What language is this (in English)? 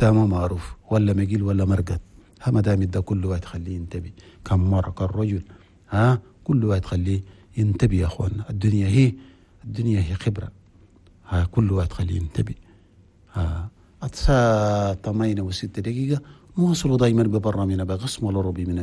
Chadian Arabic